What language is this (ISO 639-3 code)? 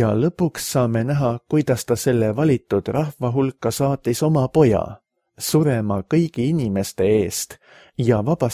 est